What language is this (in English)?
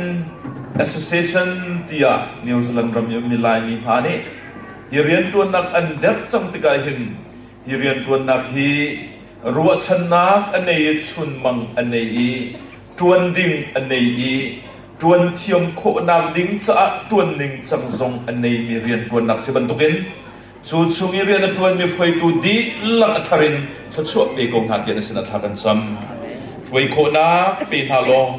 Hakha Chin